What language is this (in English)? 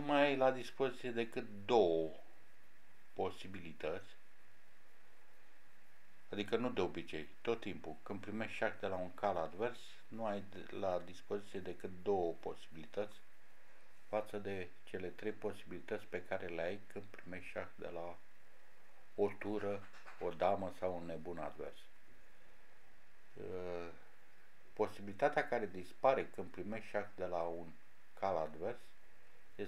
Romanian